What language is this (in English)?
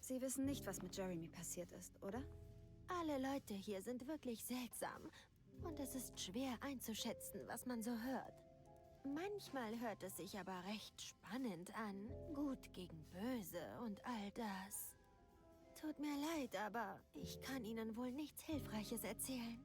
Bavarian